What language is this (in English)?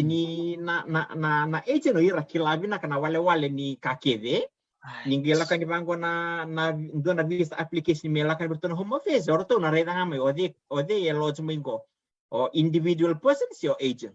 Fijian